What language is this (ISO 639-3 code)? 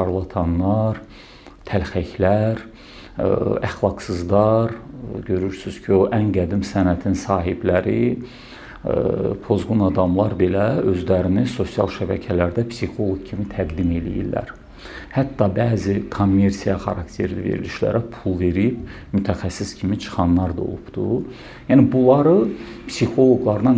aze